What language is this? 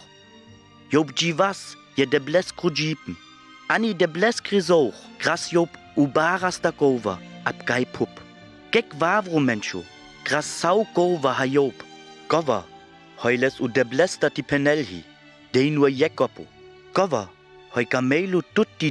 Sinte Romani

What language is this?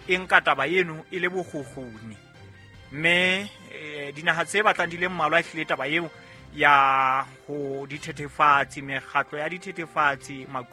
Southern Sotho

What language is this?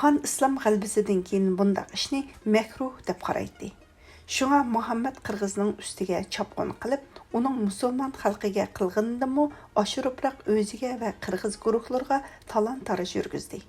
Uyghur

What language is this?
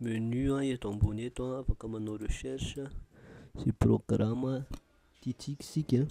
Malagasy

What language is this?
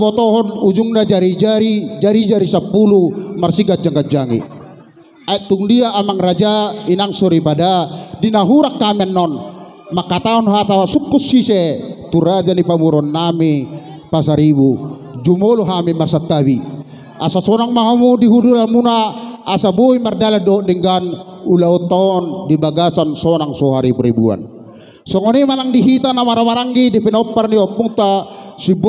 Batak Toba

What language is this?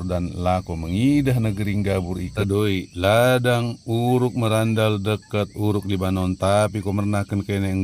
Batak Dairi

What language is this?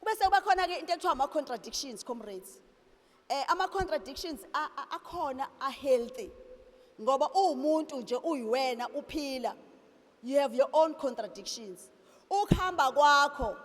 Zulu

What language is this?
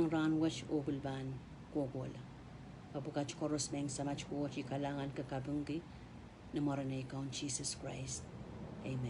Pohnpeian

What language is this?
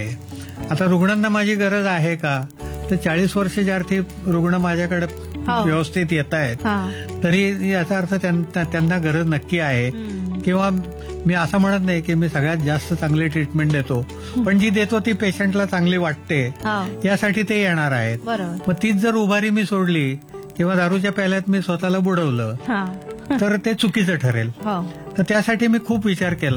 Marathi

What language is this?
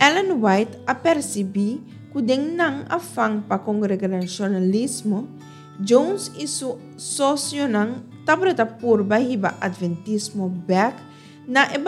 Papiamento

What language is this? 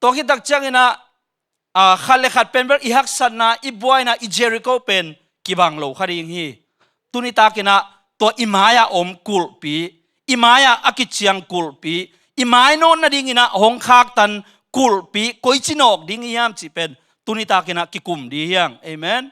Tedim Chin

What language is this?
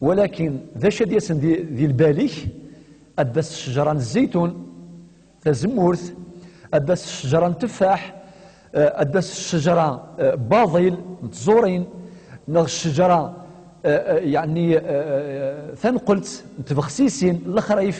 Kabyle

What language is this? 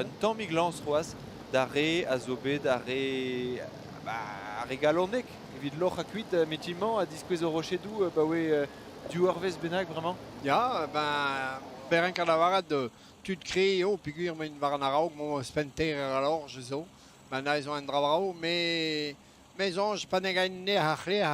Breton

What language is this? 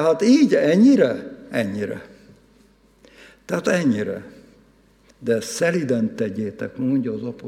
Hungarian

